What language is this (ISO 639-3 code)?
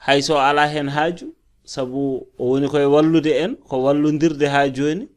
ful